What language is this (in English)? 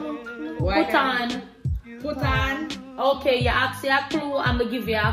Jamaican Creole English